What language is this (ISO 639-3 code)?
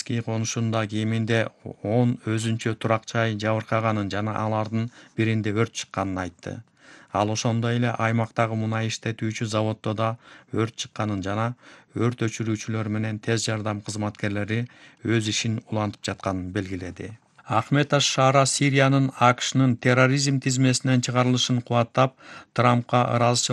kir